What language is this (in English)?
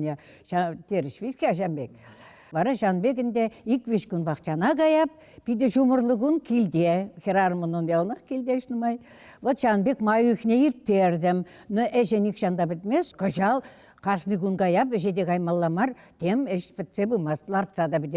Chuvash